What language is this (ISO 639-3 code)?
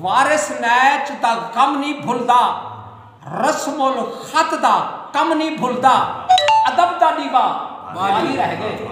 skr